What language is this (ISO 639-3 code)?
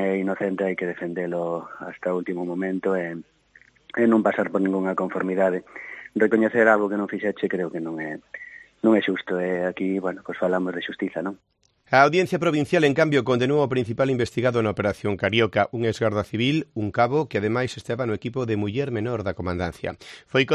glg